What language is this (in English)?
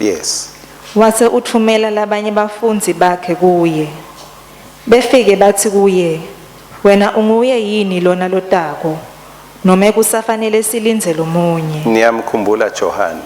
Swati